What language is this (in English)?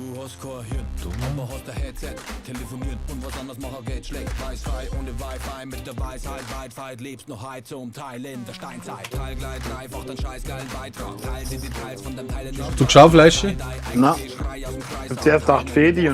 Bavarian